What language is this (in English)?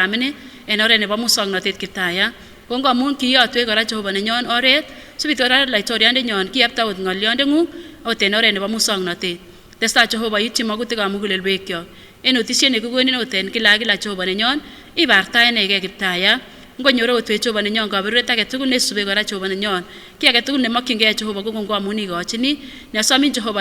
Kipsigis